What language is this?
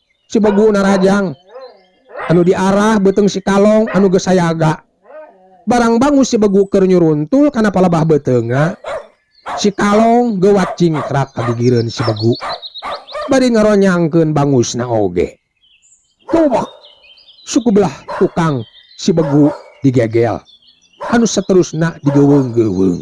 Sundanese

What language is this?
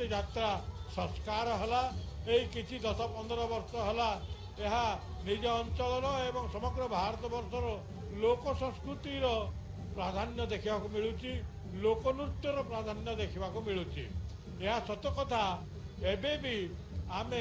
Odia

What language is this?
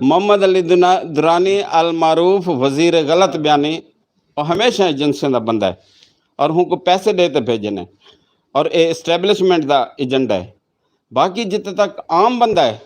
Western Panjabi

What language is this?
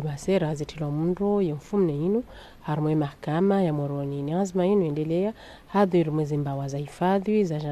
Ngazidja Comorian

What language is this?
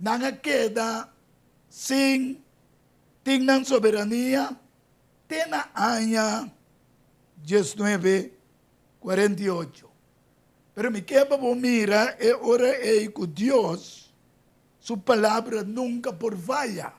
Papiamento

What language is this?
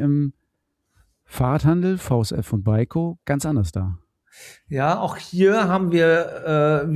German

